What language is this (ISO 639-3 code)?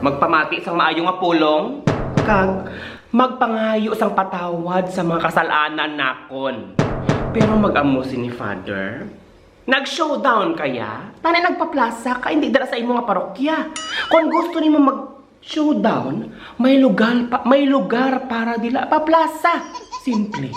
hil